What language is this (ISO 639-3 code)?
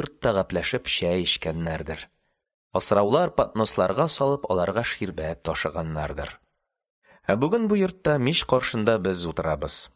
tat